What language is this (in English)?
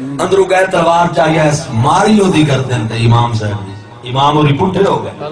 Saraiki